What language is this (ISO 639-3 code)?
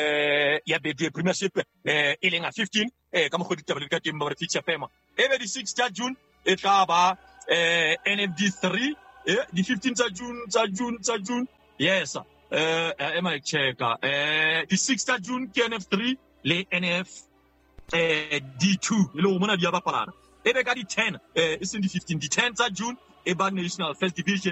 sot